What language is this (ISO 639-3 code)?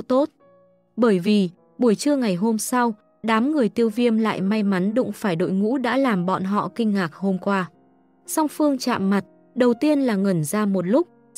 vie